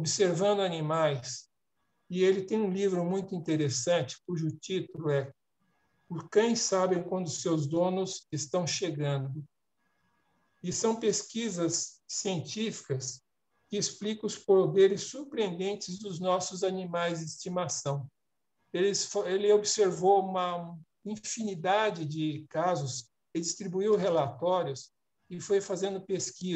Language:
Portuguese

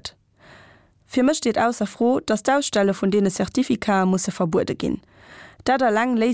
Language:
Luxembourgish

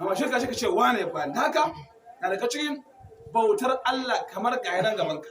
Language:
Hausa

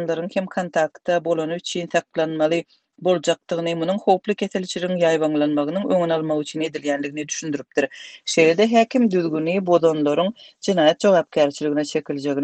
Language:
Turkmen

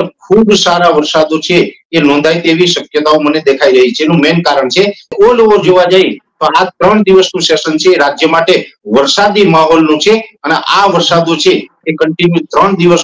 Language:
Gujarati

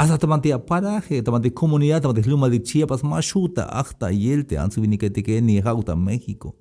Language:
Tzeltal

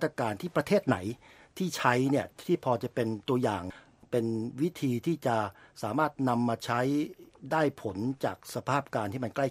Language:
Thai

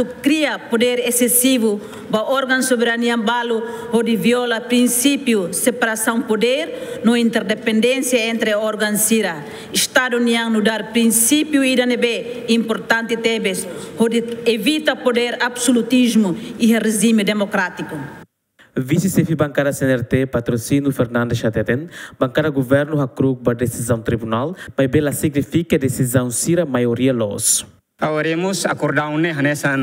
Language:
Tetum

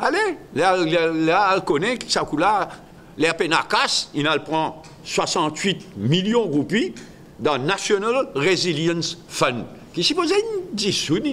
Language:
Morisyen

